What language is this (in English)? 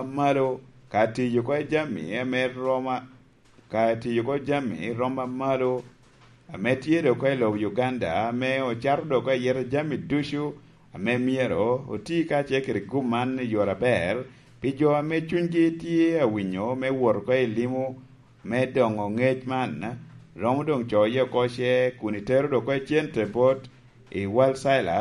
Lango (Uganda)